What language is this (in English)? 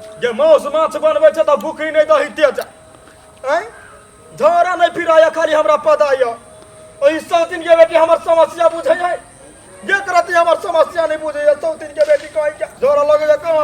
Maithili